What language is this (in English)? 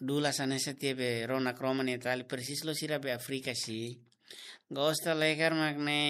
Tetum